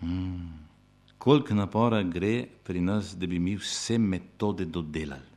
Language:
Slovenian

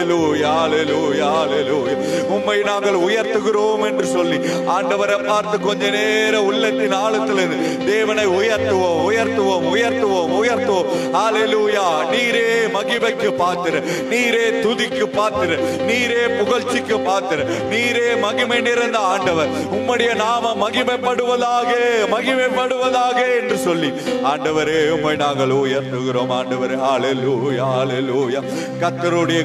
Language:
Tamil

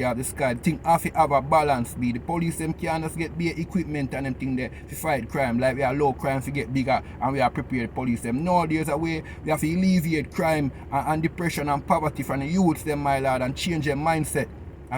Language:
Jamaican Creole English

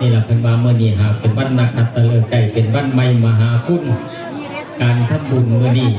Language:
Northeastern Thai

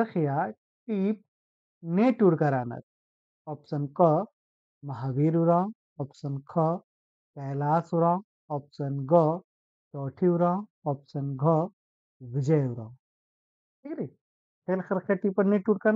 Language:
Kurukh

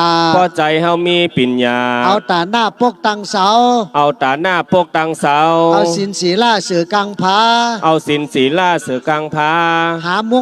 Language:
Shan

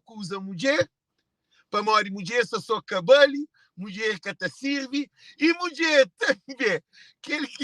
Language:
Kabuverdianu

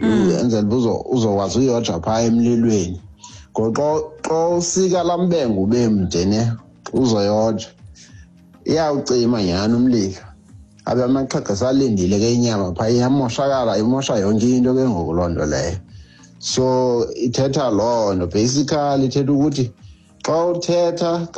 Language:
Xhosa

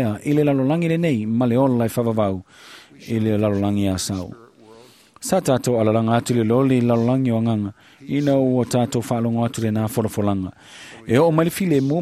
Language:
Samoan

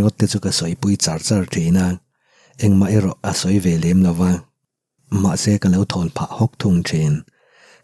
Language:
Mizo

